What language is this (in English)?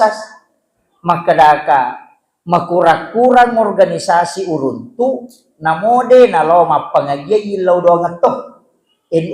Buginese